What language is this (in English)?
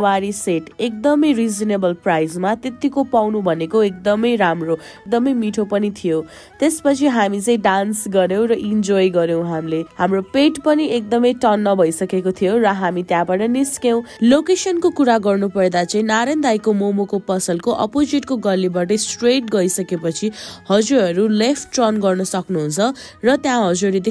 Nepali